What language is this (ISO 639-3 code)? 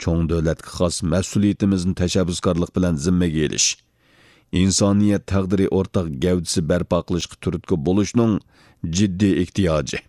uig